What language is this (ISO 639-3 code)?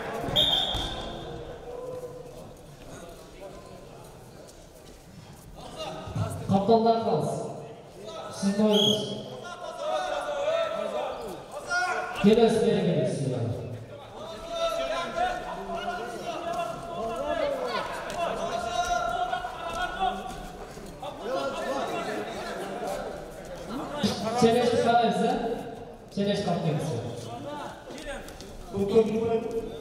kaz